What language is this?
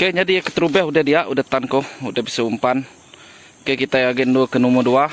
Iban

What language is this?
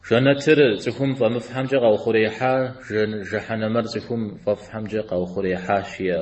Kabardian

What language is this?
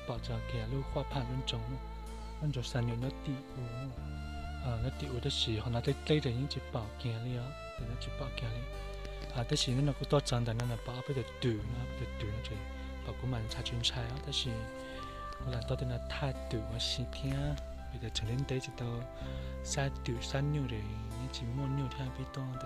Hmong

